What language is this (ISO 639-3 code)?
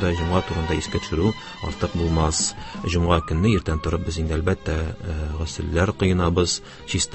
tat